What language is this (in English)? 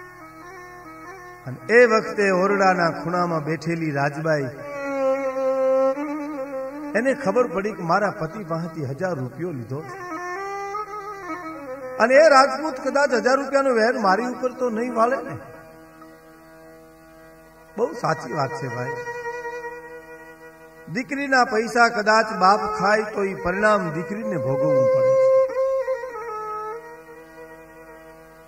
Gujarati